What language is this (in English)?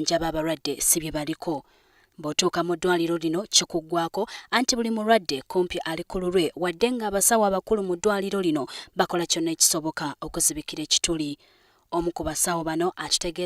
Ganda